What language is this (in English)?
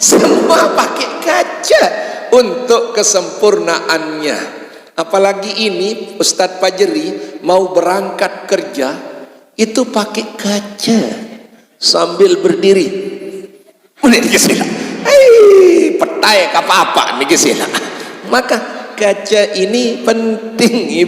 Sasak